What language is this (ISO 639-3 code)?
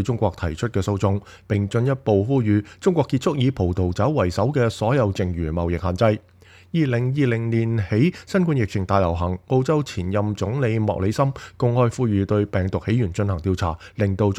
yue